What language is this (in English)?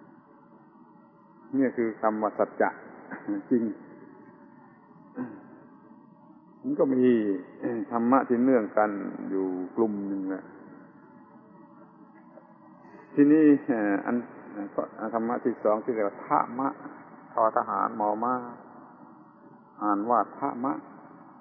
Thai